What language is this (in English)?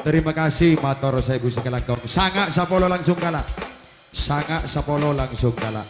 Madurese